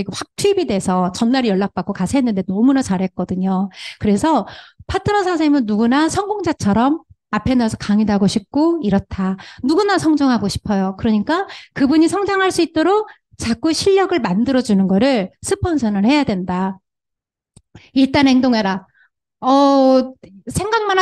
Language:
Korean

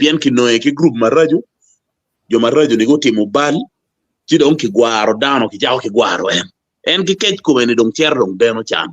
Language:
Acoli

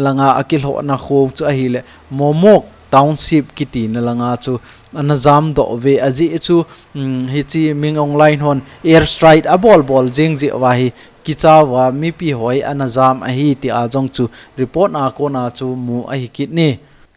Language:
Thado Chin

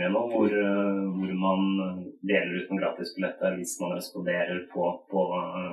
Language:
Norwegian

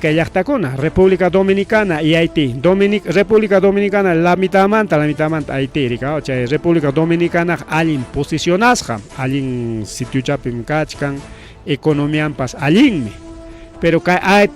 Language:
Ayacucho Quechua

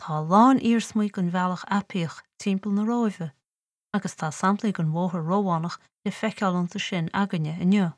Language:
Irish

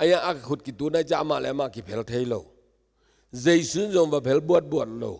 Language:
Tedim Chin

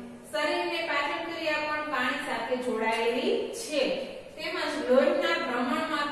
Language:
Gujarati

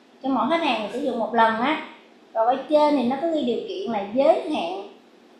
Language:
Vietnamese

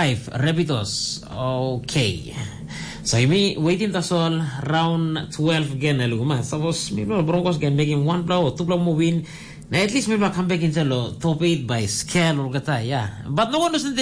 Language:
Tok Pisin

